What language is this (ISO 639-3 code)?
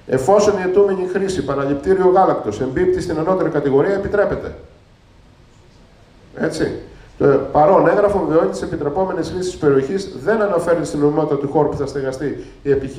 ell